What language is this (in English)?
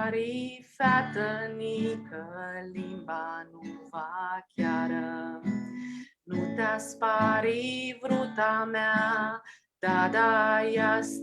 Aromanian